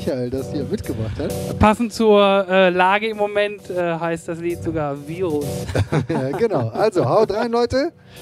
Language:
German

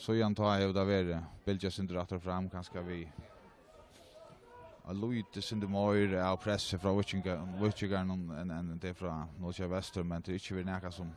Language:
Faroese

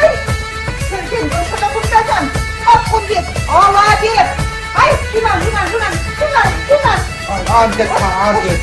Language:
Chuvash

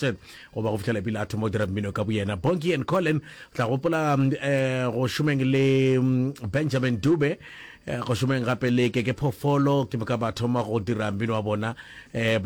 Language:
Northern Sotho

